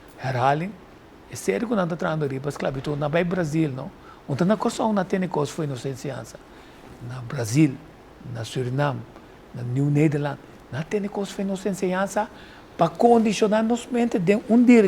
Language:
Papiamento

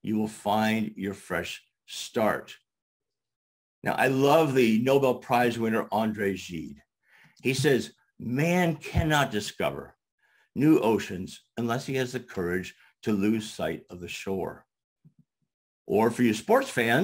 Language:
English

